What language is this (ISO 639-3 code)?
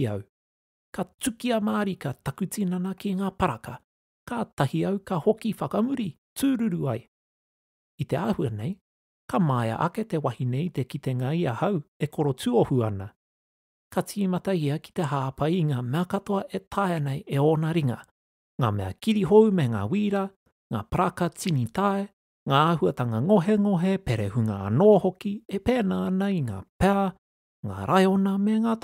mri